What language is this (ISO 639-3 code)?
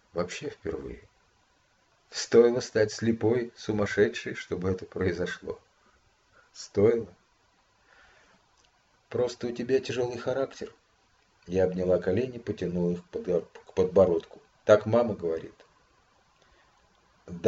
rus